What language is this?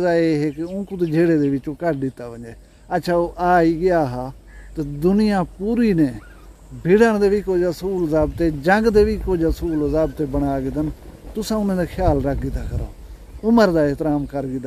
Saraiki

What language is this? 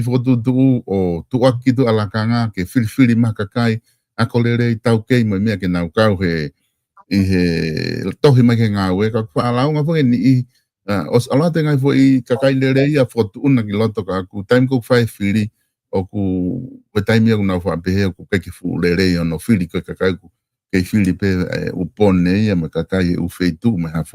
Tongan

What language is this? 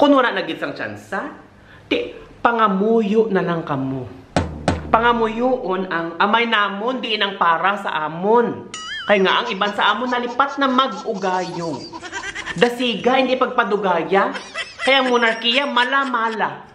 Hiligaynon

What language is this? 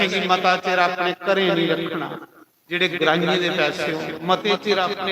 Dogri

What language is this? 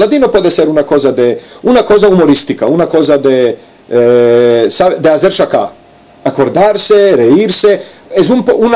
Ladino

